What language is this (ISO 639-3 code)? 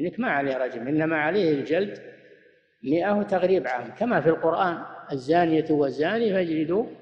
ara